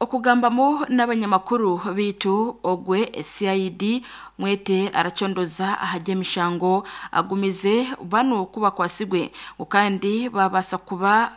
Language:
Nyankole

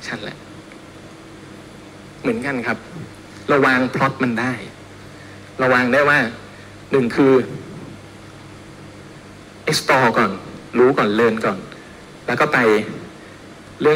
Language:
Thai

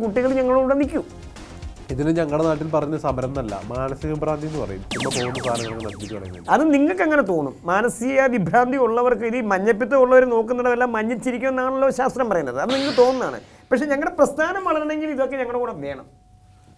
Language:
Malayalam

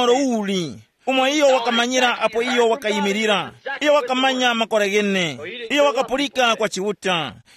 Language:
Tumbuka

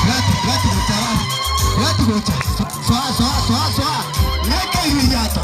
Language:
Gusii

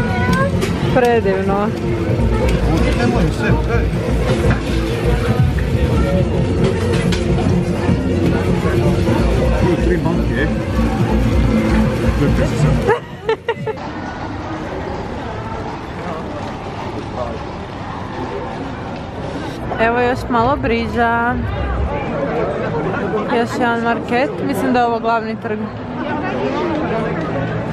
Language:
Croatian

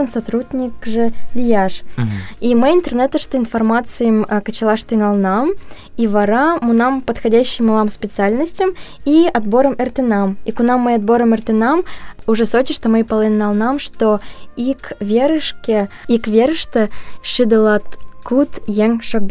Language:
Mari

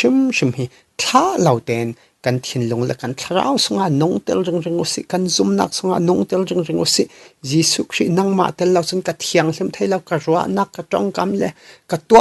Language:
Falam Chin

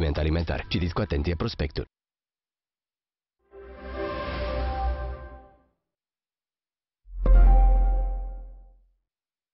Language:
Romanian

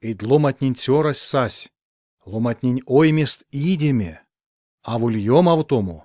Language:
Erzya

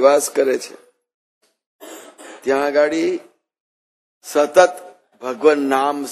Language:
Gujarati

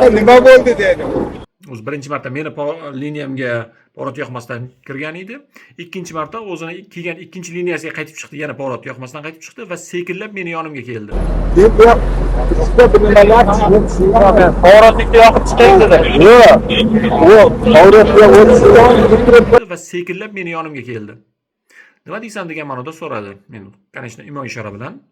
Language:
Uzbek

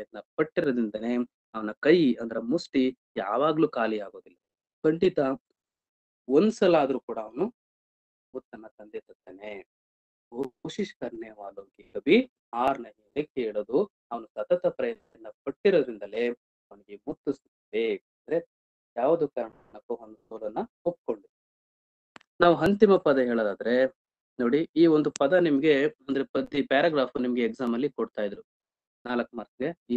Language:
Kannada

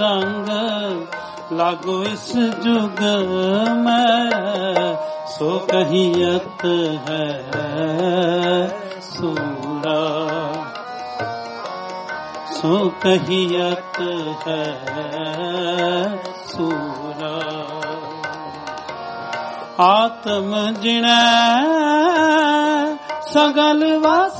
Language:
Punjabi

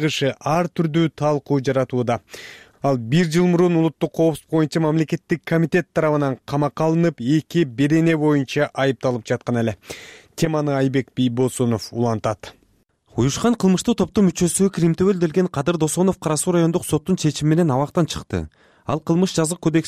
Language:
Kyrgyz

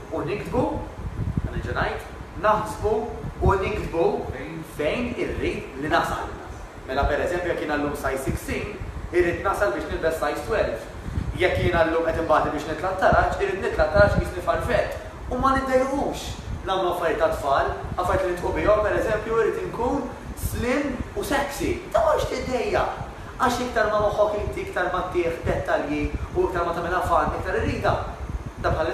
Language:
Maltese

